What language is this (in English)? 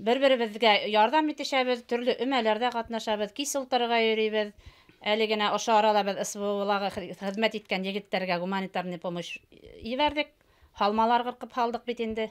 Bashkir